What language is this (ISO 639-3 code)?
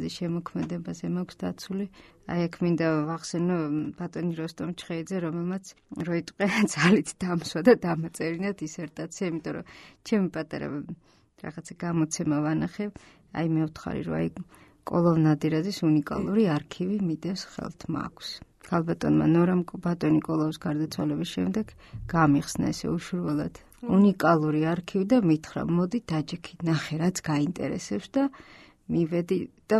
kat